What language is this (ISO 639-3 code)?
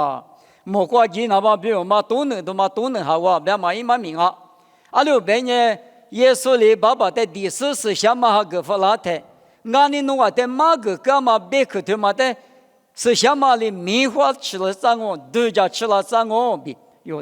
lis